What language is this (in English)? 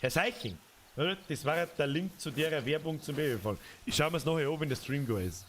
Bavarian